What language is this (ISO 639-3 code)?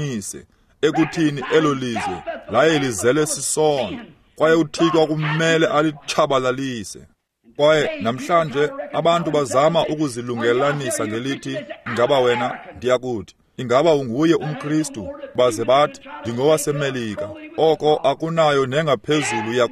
xho